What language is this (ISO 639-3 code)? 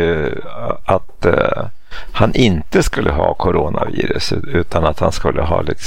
swe